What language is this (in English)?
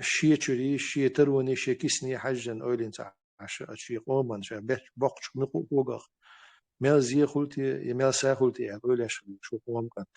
Chechen